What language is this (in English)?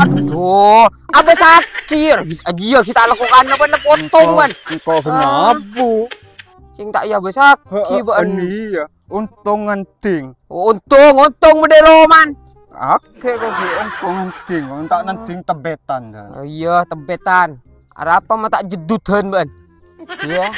Madurese